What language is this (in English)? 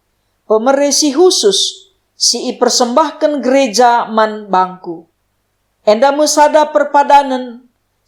Batak Karo